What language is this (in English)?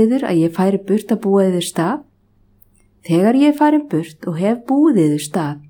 Icelandic